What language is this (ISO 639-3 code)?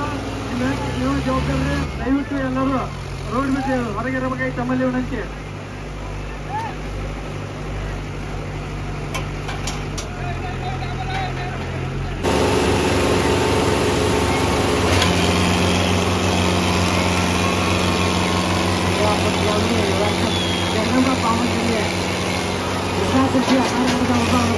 kan